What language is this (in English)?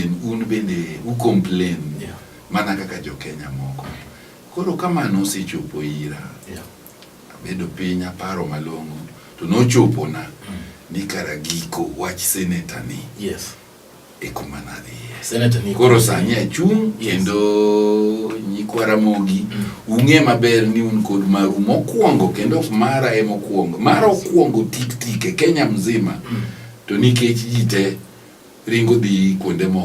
Luo (Kenya and Tanzania)